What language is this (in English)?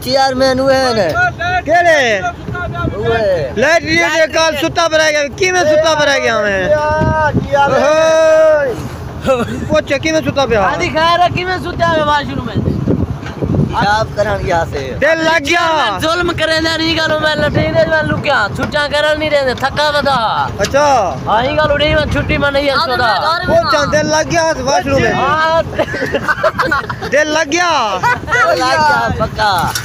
Saraiki